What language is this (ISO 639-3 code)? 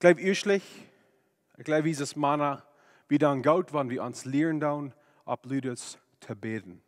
pdt